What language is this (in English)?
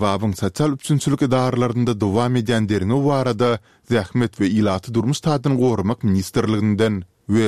Turkmen